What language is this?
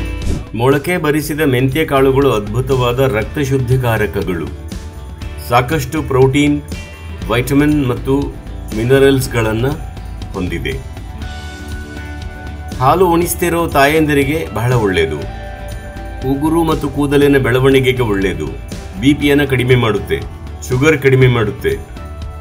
Kannada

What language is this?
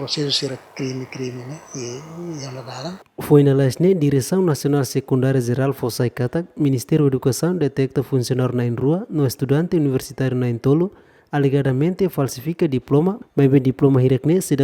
Tetum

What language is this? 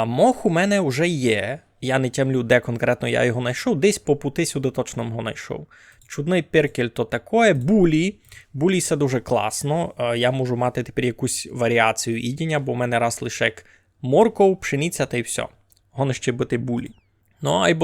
Rusyn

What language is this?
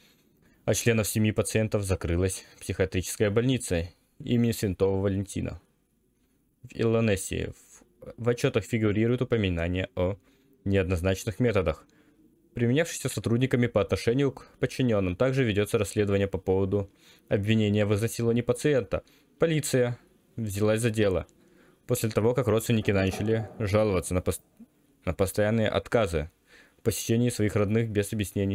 Russian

